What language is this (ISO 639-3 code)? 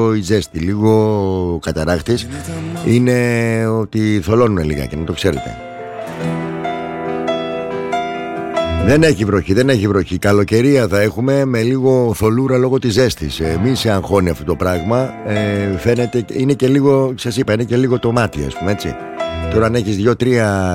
ell